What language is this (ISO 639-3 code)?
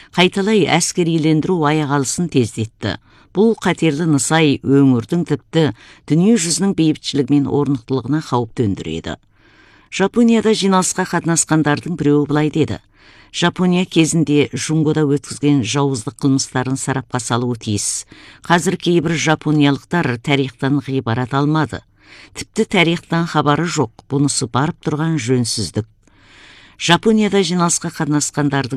kaz